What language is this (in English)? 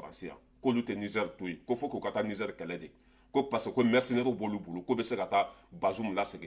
Bambara